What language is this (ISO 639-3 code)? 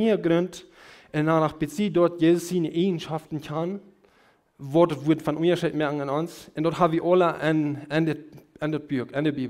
pdt